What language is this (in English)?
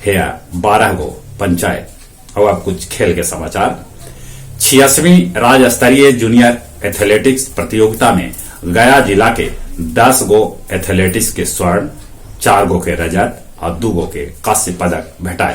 Magahi